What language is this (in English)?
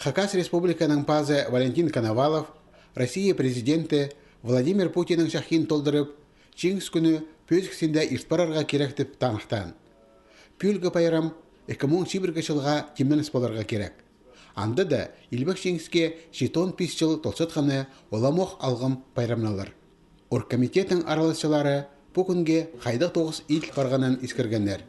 Khakas